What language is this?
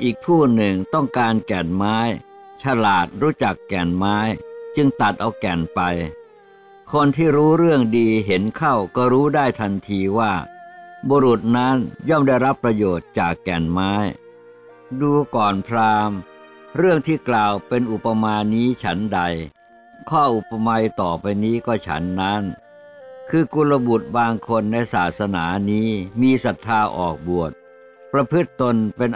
Thai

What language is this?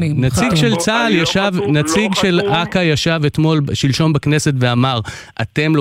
Hebrew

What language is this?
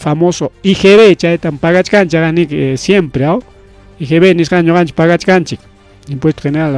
Ayacucho Quechua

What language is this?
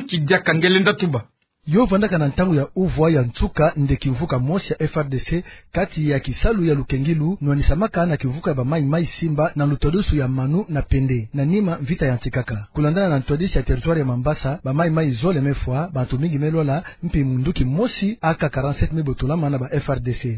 Kituba (Democratic Republic of Congo)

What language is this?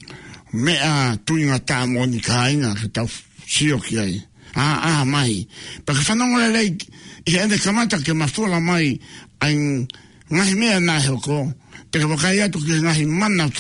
Tongan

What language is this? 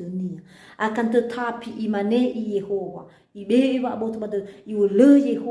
Nias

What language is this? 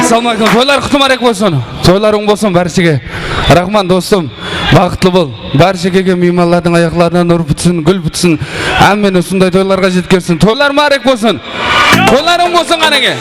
Kara-Kalpak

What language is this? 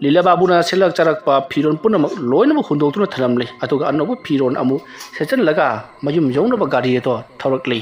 Manipuri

